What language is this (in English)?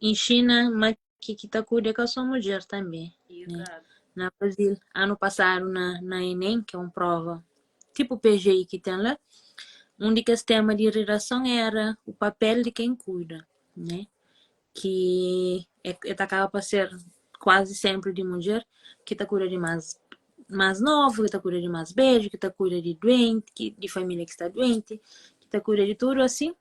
Kabuverdianu